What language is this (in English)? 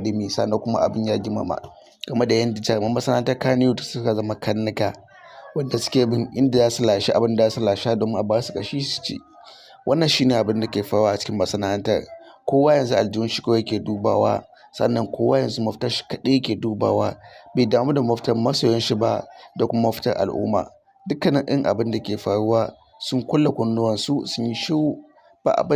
Hausa